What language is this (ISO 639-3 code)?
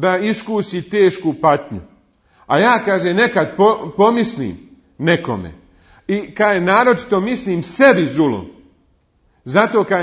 bos